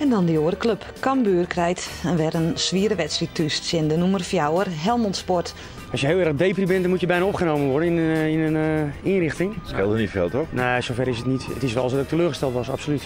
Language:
Western Frisian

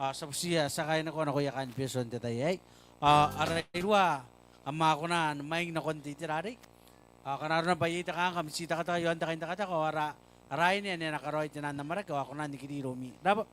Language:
Gilbertese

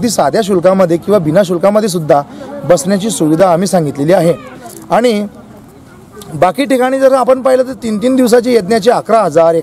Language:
Marathi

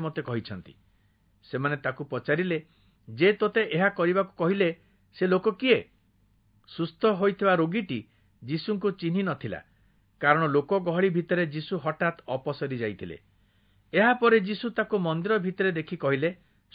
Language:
Odia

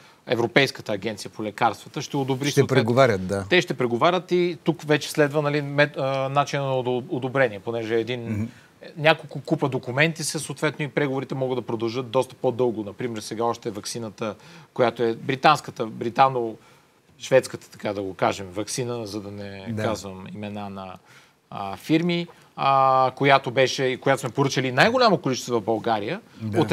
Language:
Bulgarian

